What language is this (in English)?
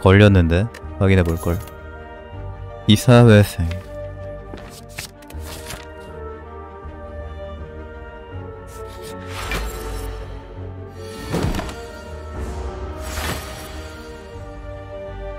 Korean